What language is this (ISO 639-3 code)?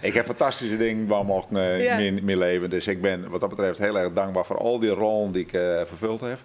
fry